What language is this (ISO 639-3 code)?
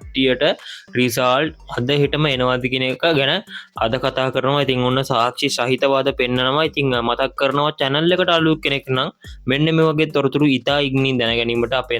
sin